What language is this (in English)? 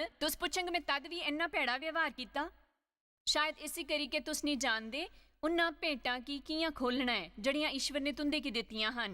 Dogri